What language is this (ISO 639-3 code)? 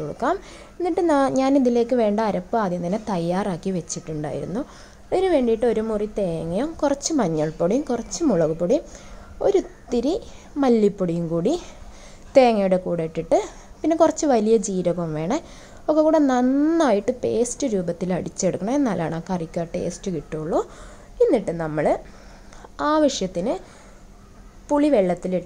mal